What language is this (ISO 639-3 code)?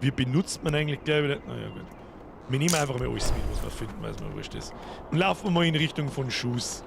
bar